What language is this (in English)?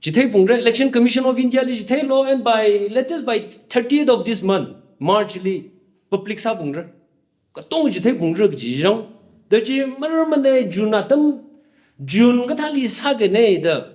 Tangkhul Naga (India)